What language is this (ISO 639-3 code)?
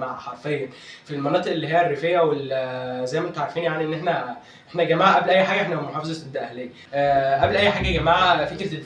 arz